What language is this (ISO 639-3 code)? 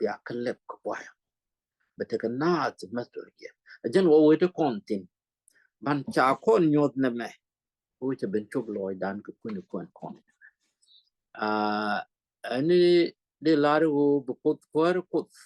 nus